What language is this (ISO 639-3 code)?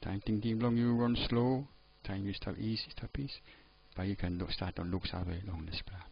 tpi